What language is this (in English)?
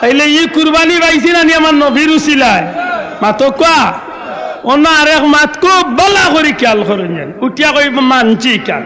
Sylheti